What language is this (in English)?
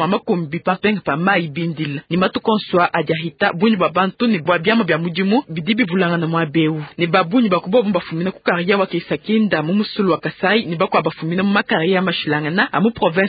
Luba-Lulua